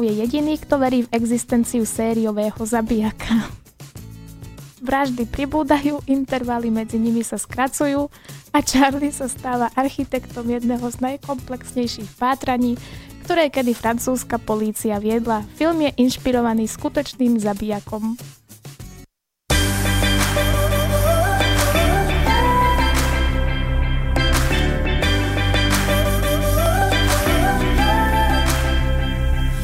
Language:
Slovak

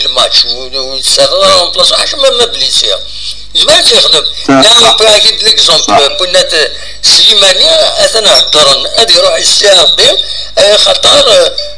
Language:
Kabyle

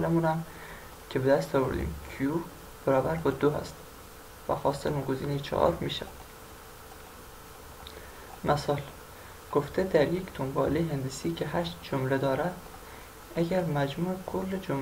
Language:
Persian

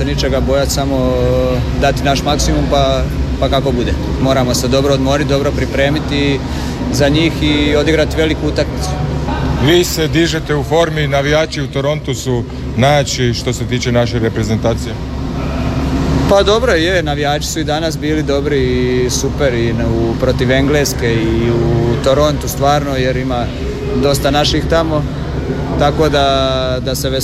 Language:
Croatian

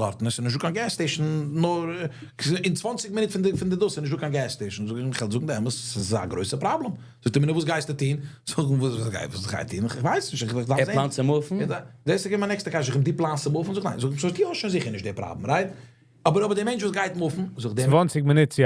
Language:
Yiddish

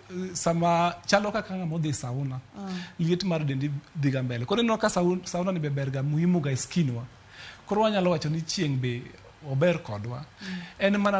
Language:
Luo (Kenya and Tanzania)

